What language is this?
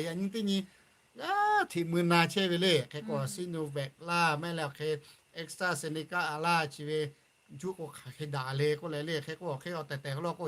Lahu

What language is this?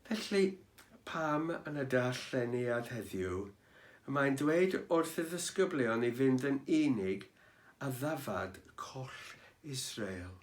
Welsh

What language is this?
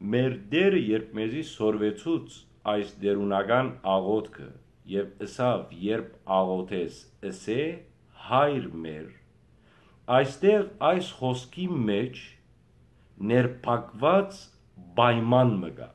Western Armenian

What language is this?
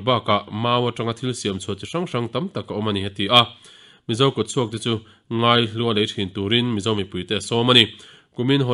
Mizo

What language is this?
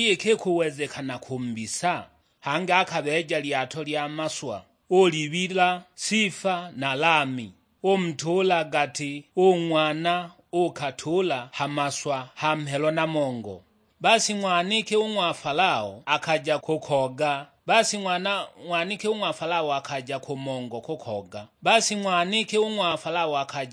Sukuma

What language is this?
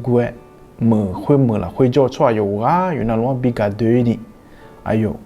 Akha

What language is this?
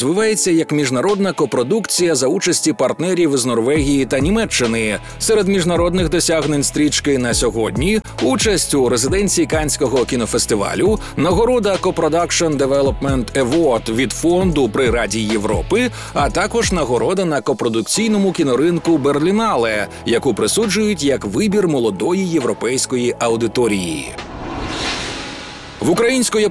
Ukrainian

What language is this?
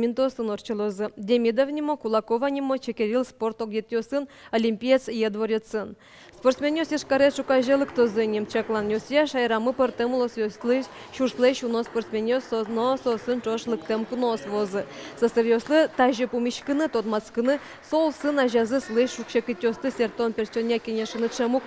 Udmurt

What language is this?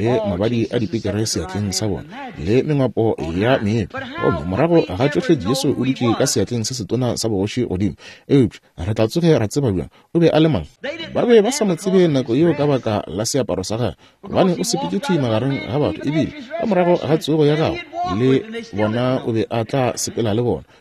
Northern Sotho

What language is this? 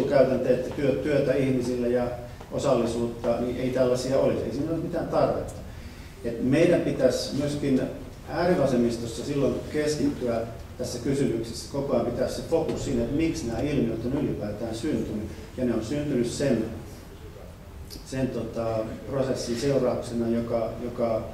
Finnish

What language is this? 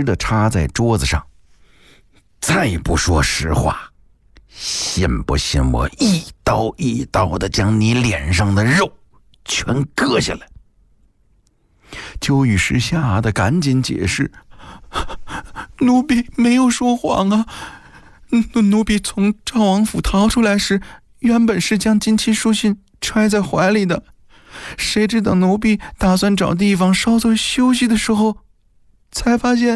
Chinese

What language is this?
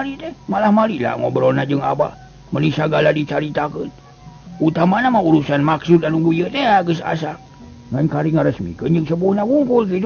Sundanese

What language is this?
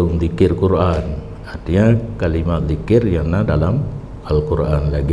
Achinese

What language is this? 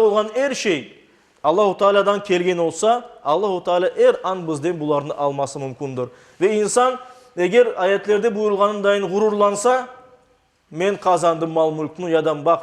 Crimean Tatar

